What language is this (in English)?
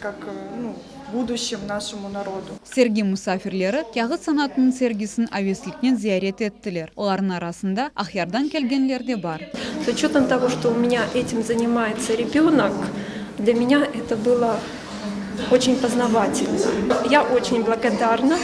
Crimean Tatar